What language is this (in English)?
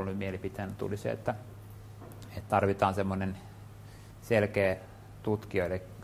Finnish